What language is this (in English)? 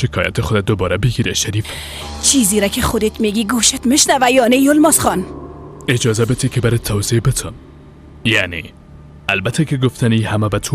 Persian